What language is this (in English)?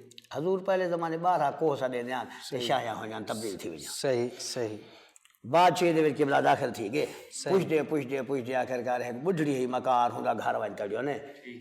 Saraiki